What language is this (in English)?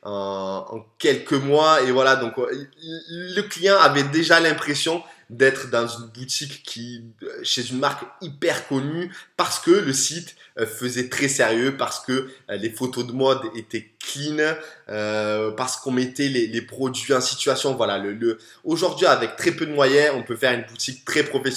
French